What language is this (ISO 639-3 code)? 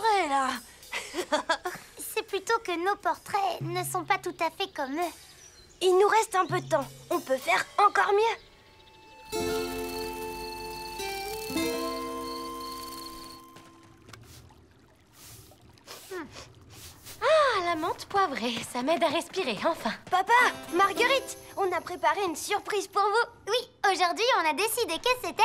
fra